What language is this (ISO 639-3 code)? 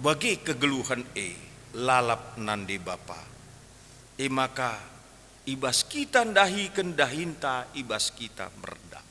btx